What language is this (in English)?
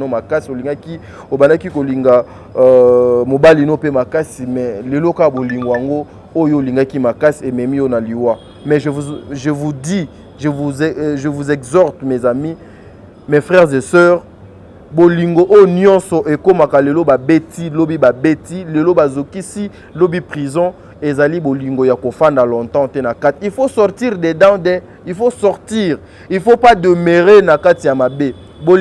Lingala